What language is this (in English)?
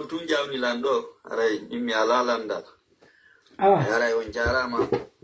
Pular